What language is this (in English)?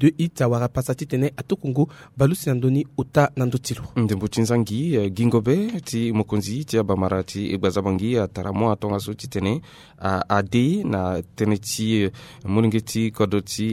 Sango